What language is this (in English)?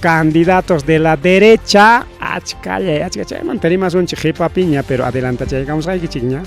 Ayacucho Quechua